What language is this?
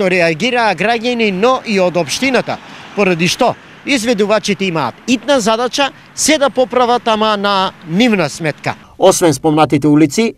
Macedonian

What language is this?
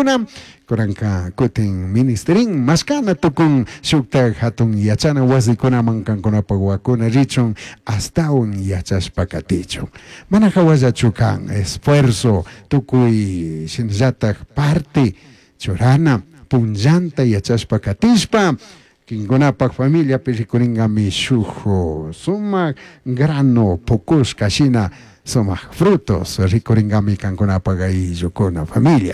Chimborazo Highland Quichua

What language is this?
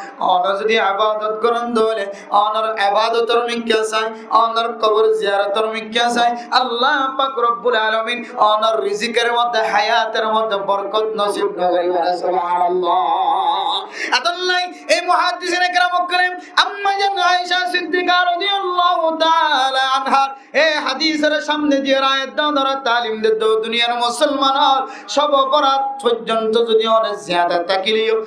Rohingya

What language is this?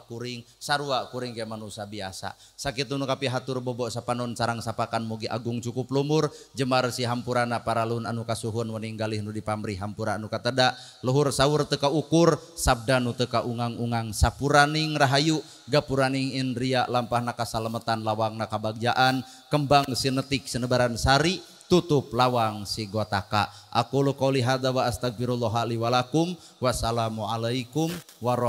Sundanese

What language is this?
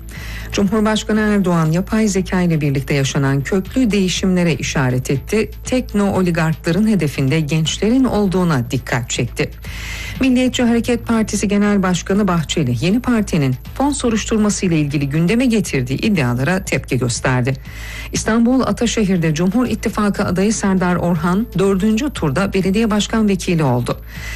Turkish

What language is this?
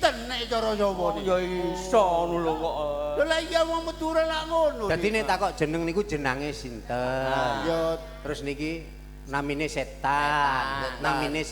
Javanese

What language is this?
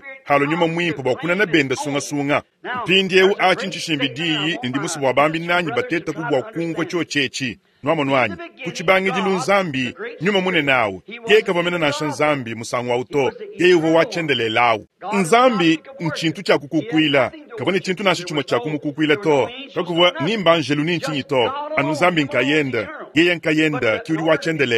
Luba-Lulua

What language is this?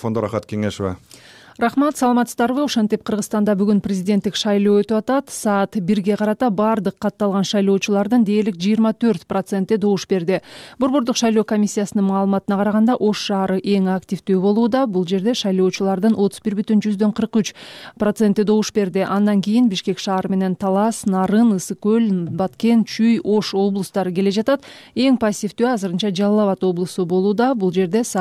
Kyrgyz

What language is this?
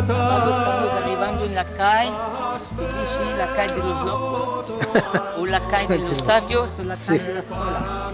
Ladino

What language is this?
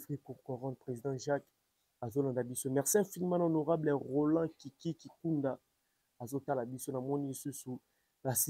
Lingala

